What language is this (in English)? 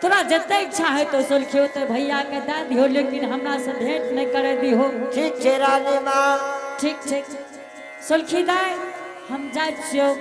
Angika